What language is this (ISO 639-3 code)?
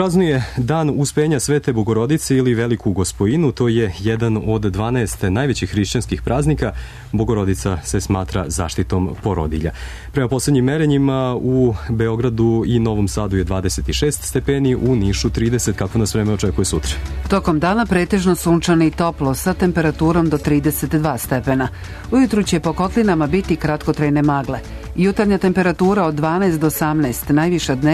srp